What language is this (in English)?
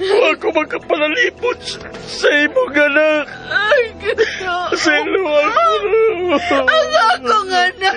Cebuano